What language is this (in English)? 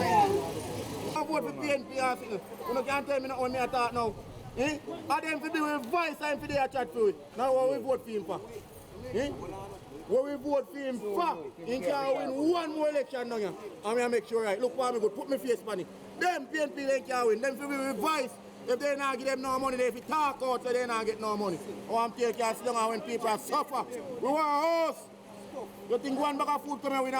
Jamaican Creole English